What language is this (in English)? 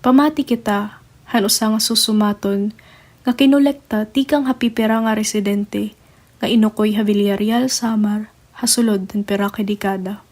Waray